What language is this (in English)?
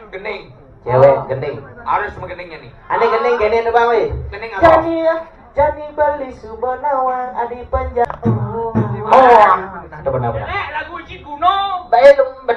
Balinese